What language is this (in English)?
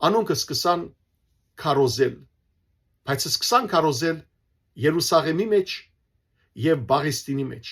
Western Armenian